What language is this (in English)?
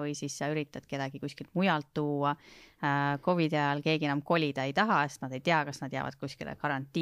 Estonian